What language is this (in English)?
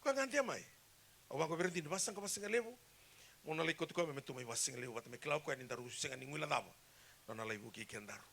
Fijian